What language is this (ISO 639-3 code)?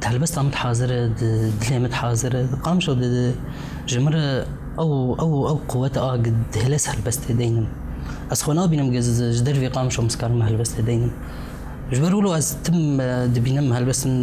kur